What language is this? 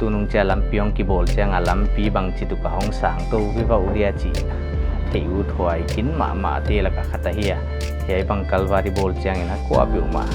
Paite Chin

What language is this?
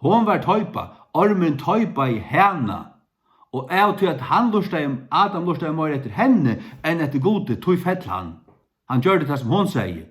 Faroese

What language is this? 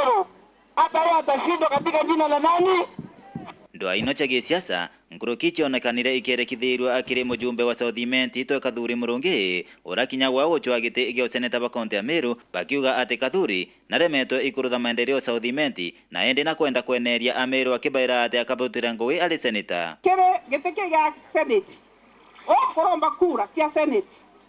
Meru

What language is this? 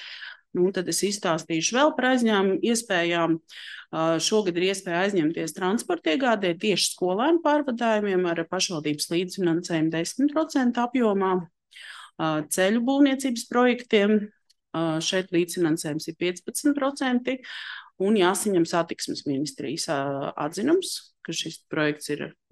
Latvian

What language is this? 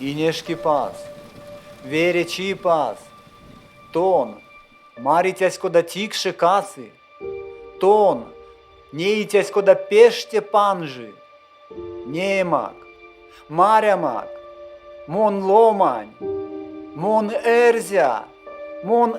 Erzya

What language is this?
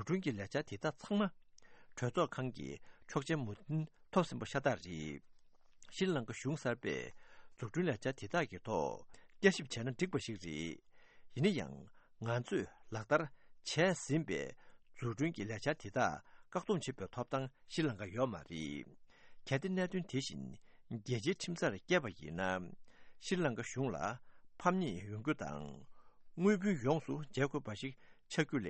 Tibetan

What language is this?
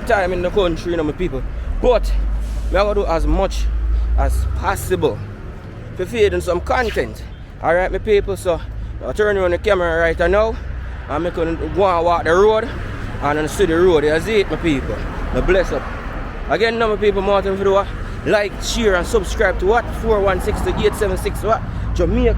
Jamaican Creole English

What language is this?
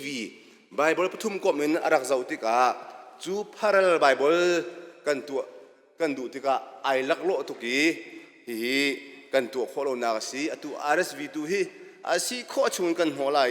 Hakha Chin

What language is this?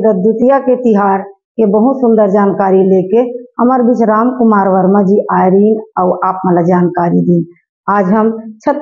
Chhattisgarhi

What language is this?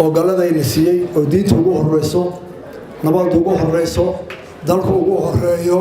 Somali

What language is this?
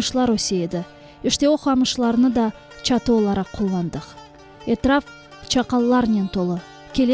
Crimean Tatar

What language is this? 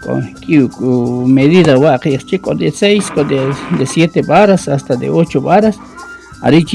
Kʼicheʼ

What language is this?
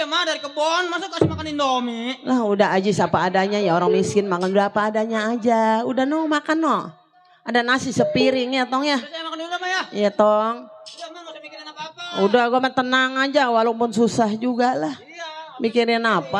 Betawi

